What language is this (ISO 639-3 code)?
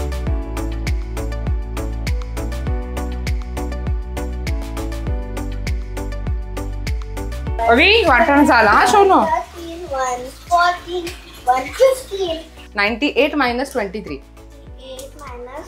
mar